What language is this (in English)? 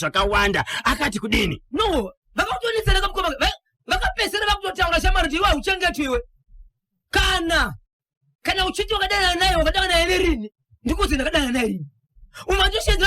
Shona